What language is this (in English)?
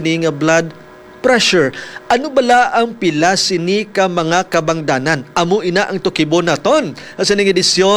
Hiligaynon